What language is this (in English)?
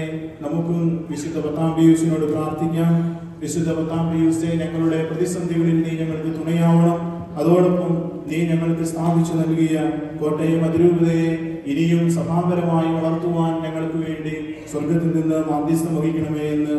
Malayalam